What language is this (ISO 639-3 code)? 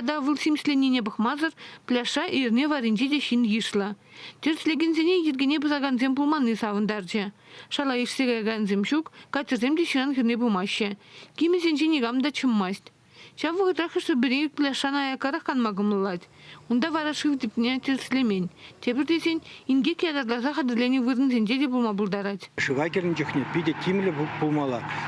chv